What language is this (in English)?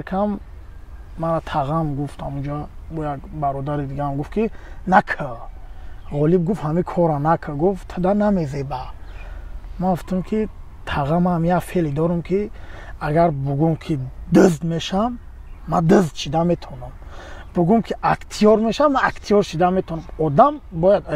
Tajik